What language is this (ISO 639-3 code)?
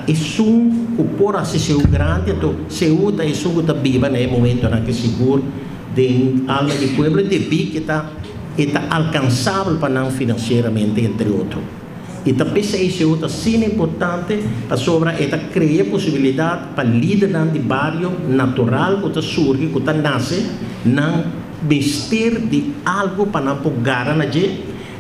pap